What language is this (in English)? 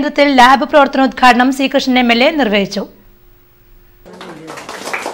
Malayalam